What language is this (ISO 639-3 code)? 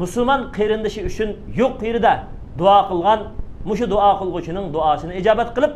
uig